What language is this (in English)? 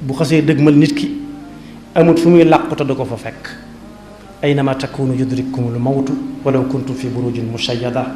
Wolof